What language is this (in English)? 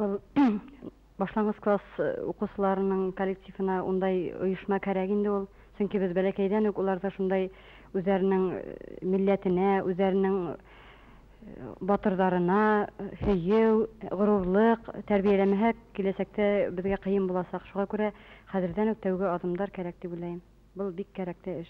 Bashkir